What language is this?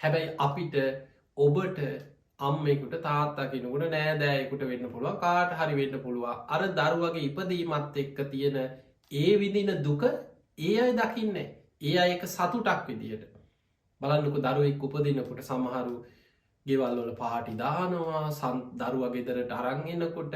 Sinhala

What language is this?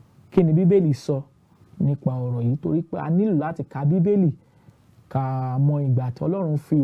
Yoruba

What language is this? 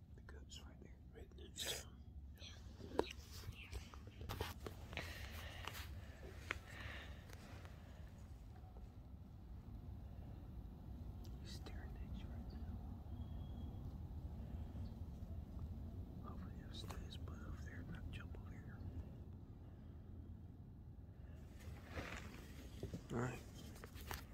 English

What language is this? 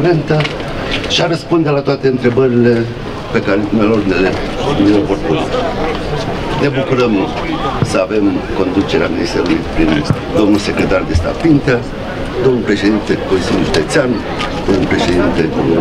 Romanian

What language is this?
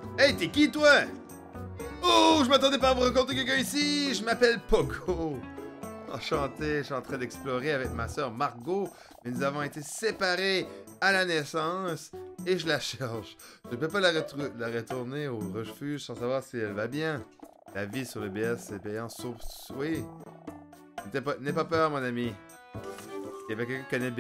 French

